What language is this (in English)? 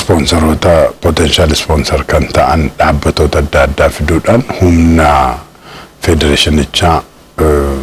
Oromo